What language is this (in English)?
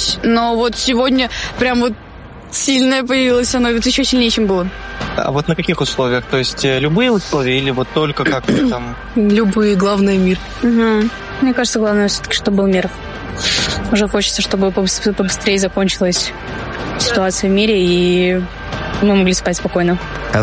Ukrainian